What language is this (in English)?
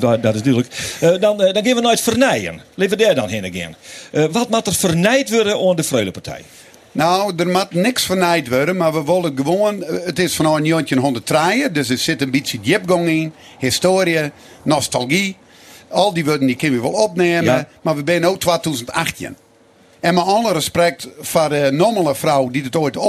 Western Frisian